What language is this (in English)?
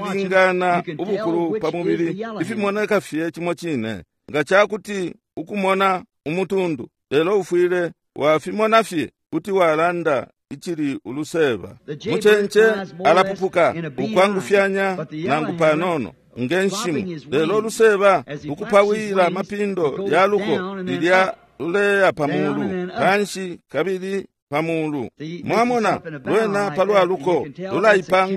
Bemba